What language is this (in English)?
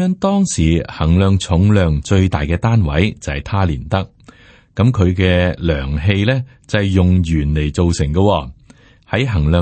Cantonese